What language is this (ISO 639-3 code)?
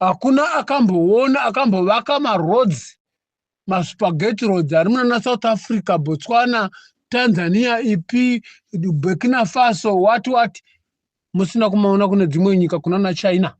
sna